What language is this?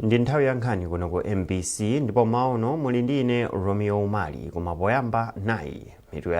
Nyanja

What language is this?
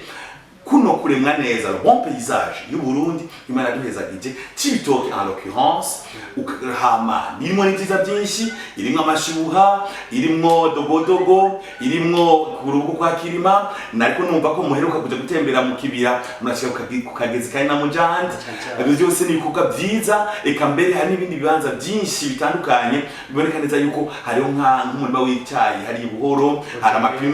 Rundi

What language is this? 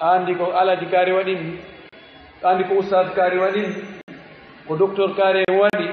Fula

